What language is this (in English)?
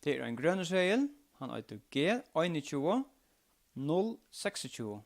Faroese